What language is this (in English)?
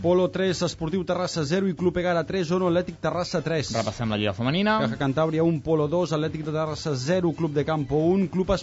Catalan